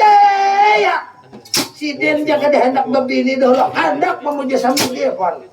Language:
Banjar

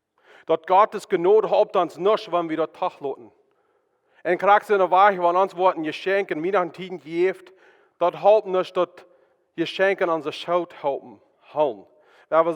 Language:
Plautdietsch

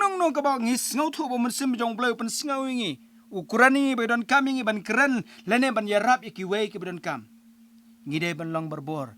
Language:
Khasi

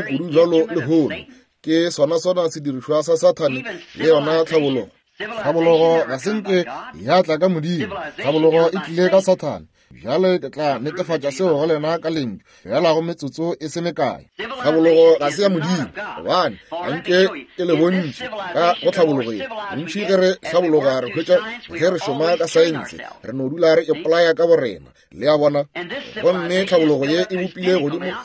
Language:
Northern Sotho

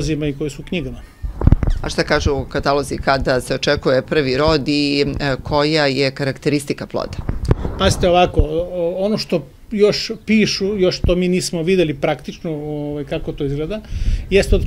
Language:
Serbian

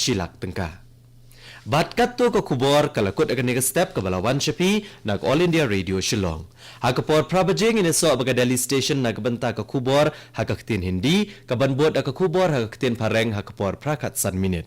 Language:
Khasi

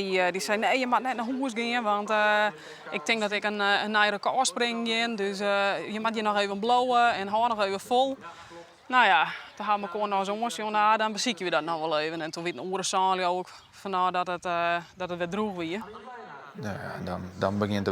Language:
Western Frisian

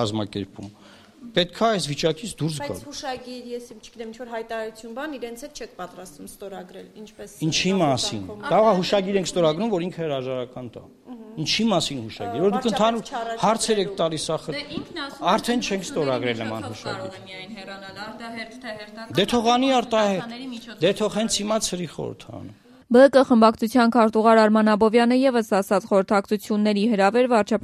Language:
Armenian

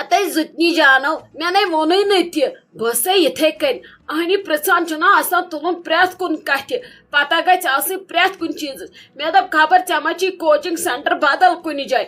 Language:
Kashmiri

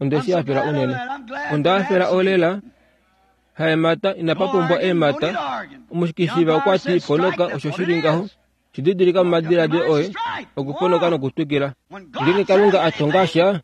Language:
Kuanyama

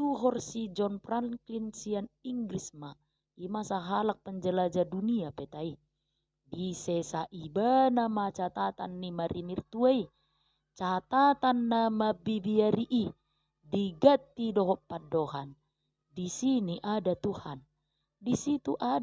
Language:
Batak Toba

